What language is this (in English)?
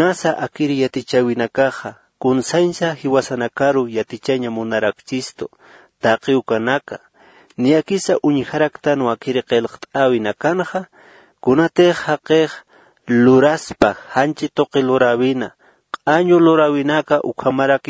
Aymara